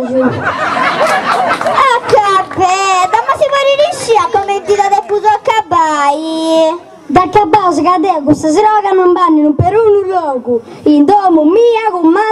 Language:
Sardinian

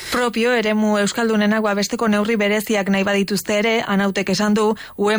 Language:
Basque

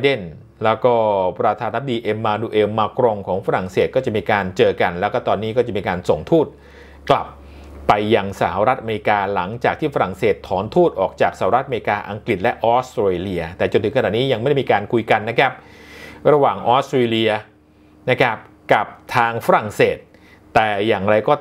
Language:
Thai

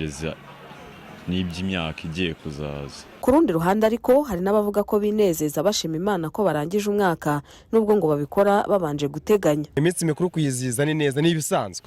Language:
Kinyarwanda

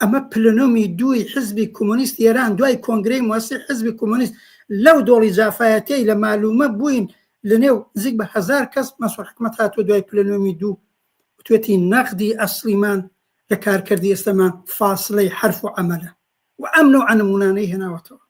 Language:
Central Kurdish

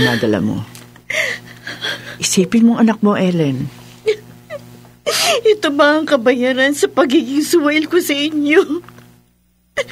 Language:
Filipino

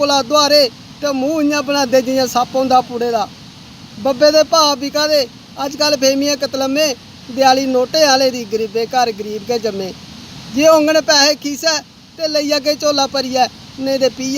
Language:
Dogri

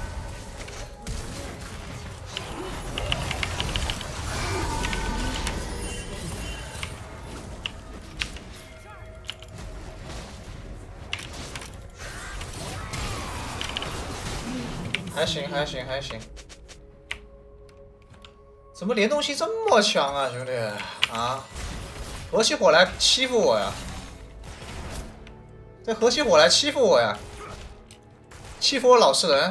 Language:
Chinese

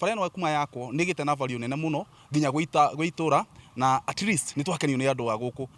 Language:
Kikuyu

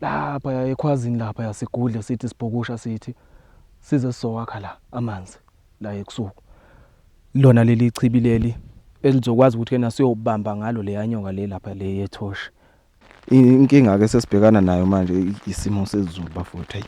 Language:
Zulu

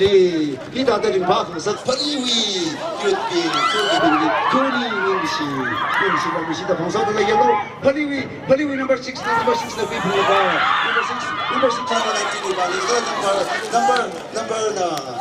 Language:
Tangkhul Naga (India)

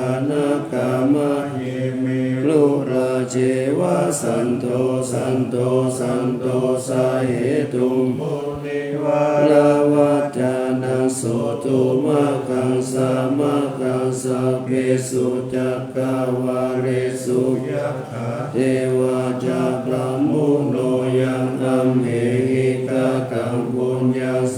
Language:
Pali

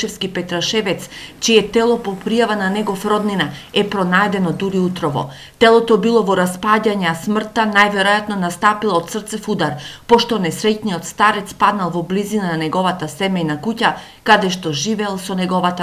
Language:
Macedonian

